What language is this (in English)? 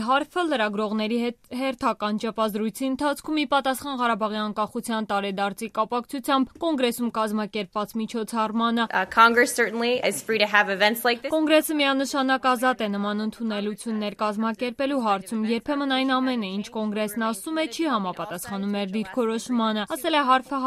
Armenian